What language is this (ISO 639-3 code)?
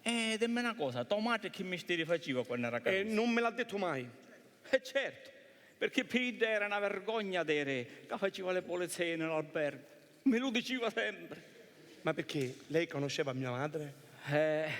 scn